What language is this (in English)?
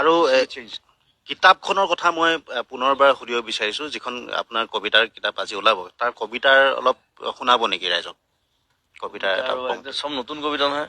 Assamese